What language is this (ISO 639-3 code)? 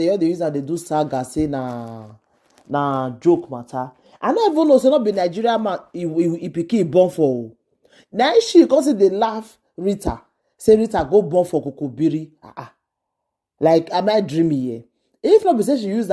pcm